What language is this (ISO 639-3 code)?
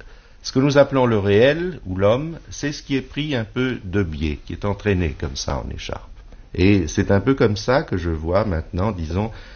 fra